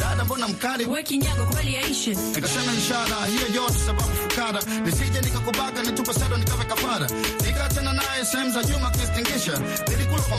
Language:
Swahili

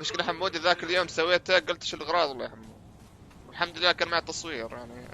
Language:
North Levantine Arabic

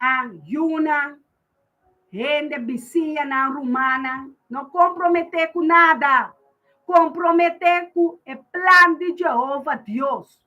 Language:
Papiamento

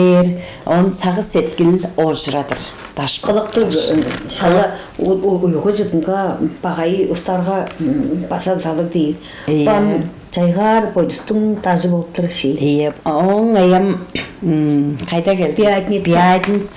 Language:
Tuvinian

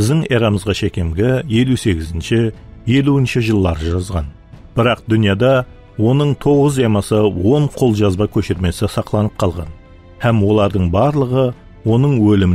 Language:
Kara-Kalpak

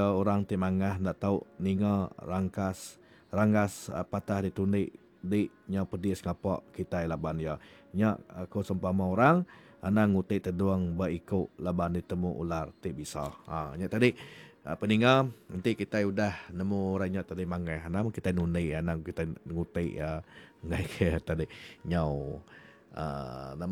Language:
Iban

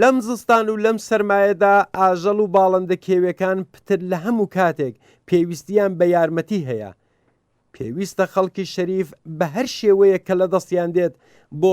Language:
Central Kurdish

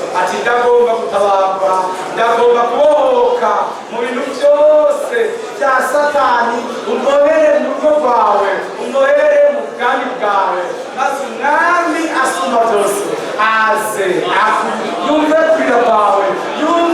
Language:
Rundi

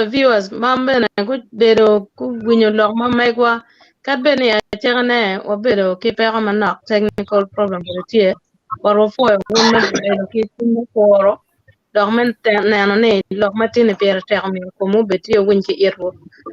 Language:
Acoli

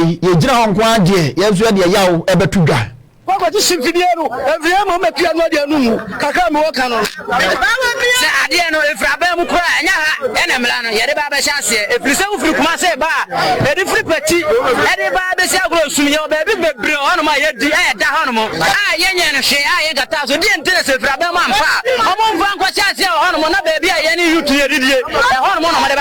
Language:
Akan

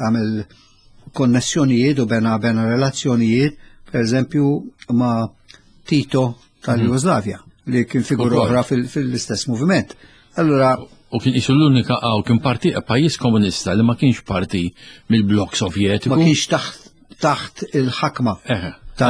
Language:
Maltese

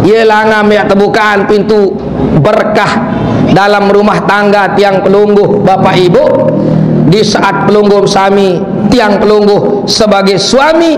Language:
Sasak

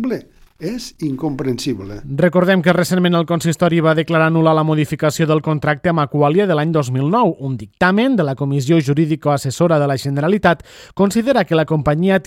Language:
Catalan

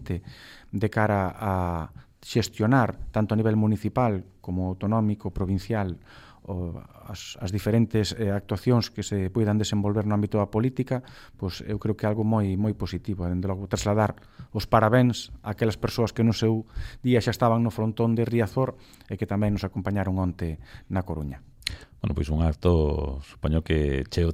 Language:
Galician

